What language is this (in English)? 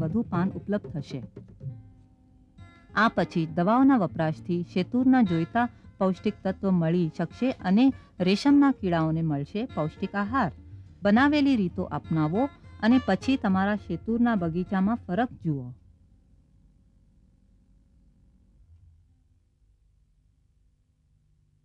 Gujarati